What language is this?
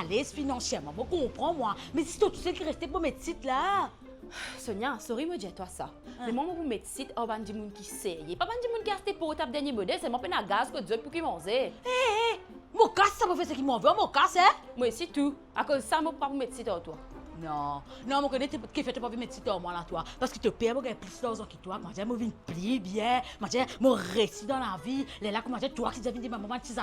Morisyen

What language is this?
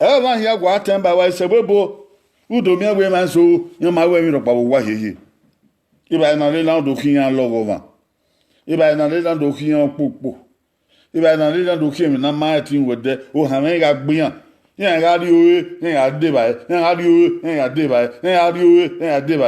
Bini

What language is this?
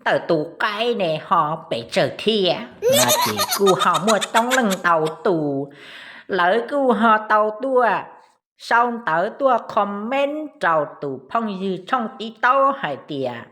Hmong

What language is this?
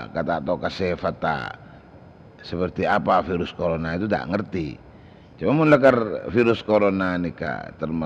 Madurese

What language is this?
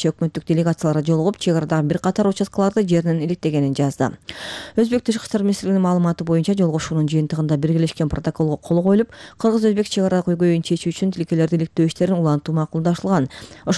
Kyrgyz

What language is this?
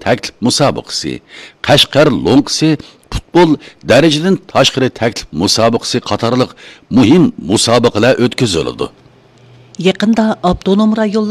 Uyghur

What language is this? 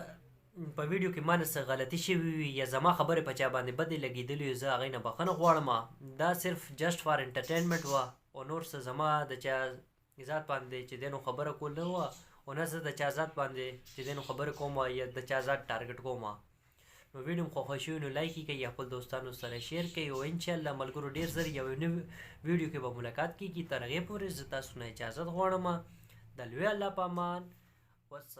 Pashto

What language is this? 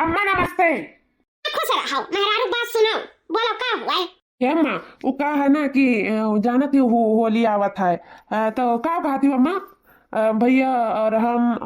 Awadhi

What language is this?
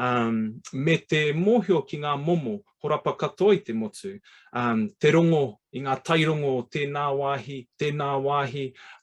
Māori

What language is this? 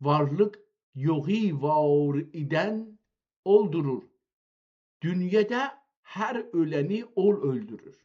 South Azerbaijani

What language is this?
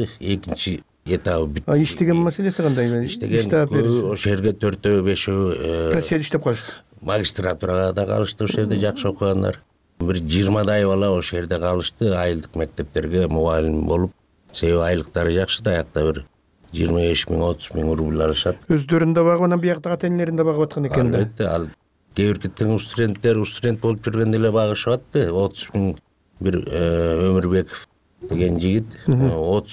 Kyrgyz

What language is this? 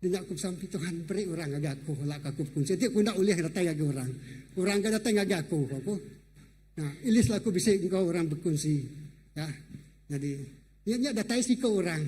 Iban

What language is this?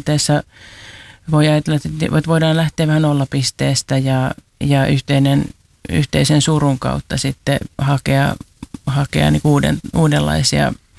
Finnish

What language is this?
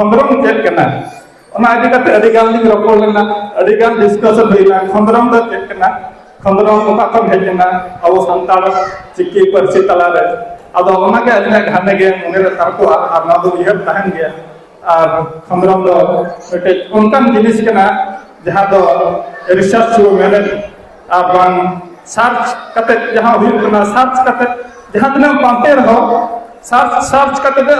Santali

